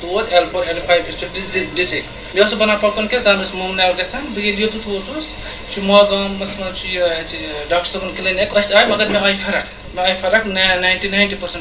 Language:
Kashmiri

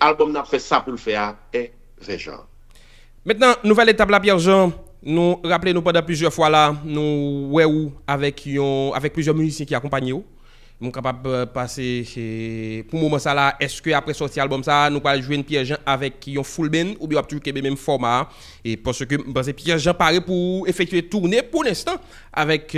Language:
Haitian Creole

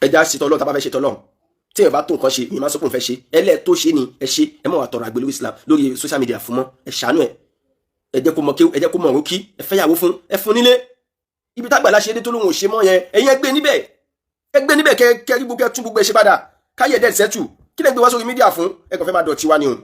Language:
Yoruba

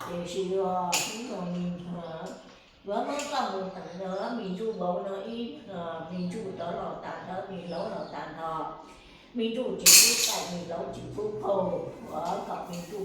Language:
Hmong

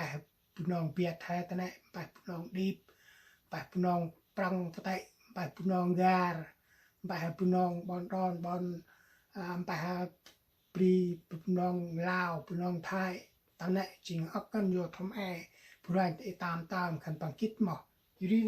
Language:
Central Mnong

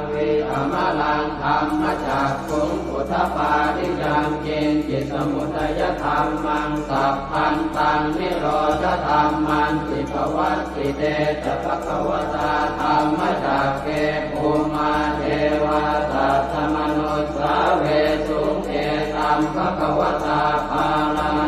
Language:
Pali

